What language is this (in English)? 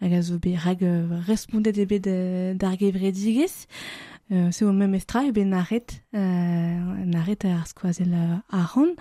Breton